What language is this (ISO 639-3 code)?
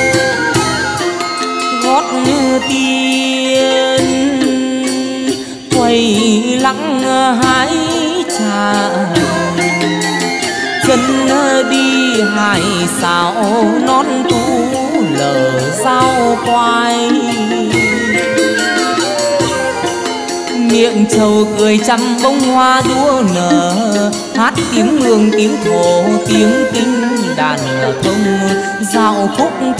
vie